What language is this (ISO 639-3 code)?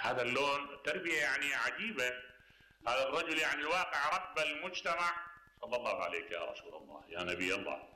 acm